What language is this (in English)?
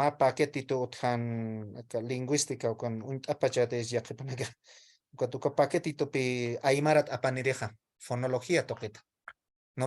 Aymara